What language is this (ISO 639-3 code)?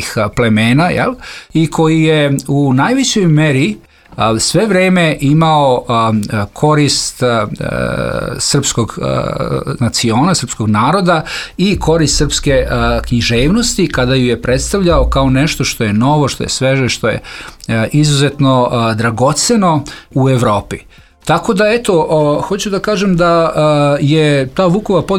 srp